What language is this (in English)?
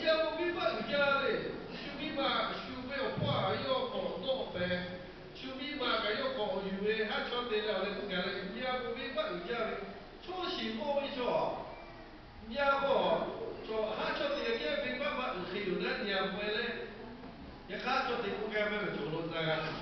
Lahu